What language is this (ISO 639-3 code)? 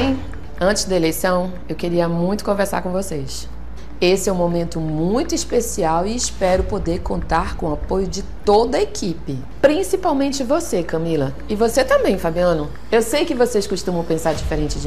por